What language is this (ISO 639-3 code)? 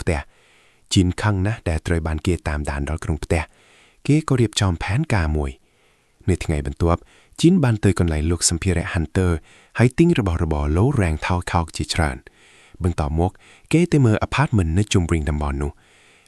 khm